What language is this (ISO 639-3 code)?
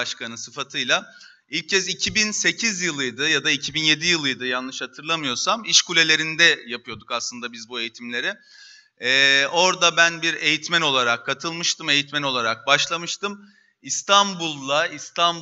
tur